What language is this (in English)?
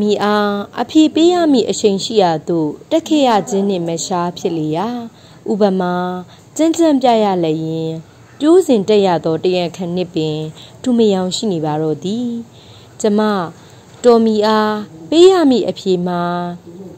Burmese